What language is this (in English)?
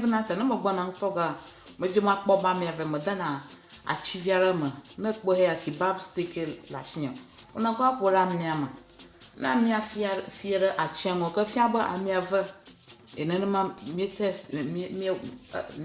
Ewe